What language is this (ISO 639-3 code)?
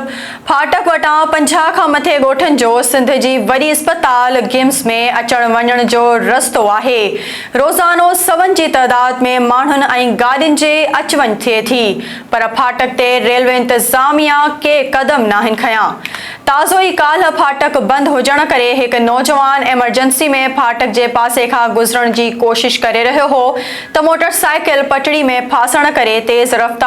snd